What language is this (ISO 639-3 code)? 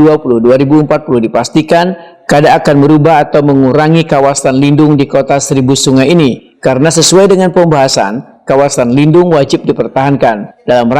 bjn